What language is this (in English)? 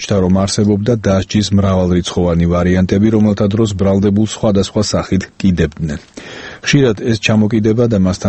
Georgian